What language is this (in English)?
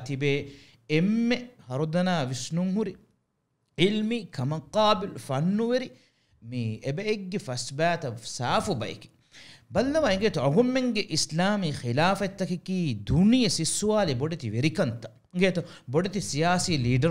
Divehi